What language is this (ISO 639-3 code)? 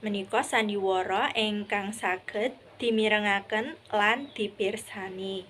jav